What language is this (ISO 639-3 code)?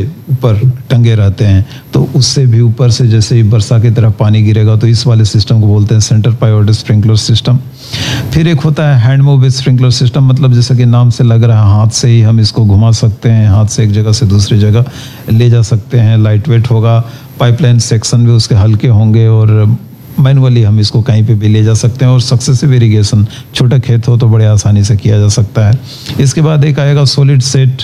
hin